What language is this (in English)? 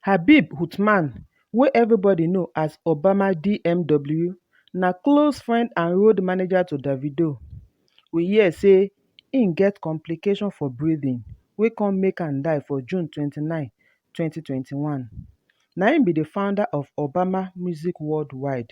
Nigerian Pidgin